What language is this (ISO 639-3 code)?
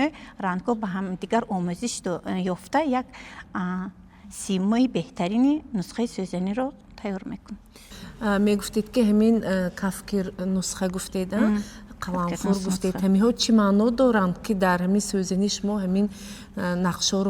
tgk